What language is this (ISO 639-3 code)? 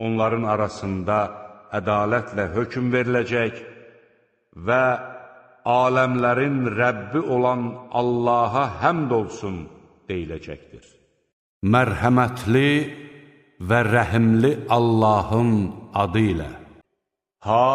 aze